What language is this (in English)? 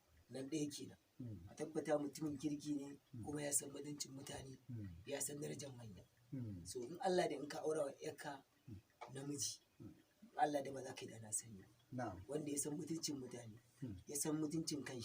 Hausa